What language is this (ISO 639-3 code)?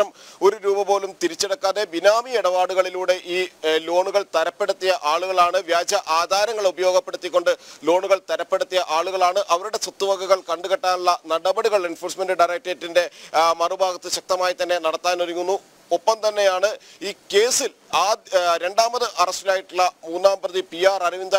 mal